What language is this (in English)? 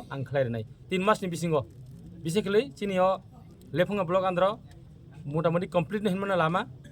Kok Borok